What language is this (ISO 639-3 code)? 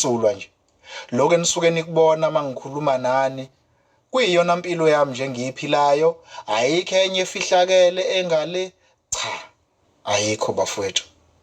zul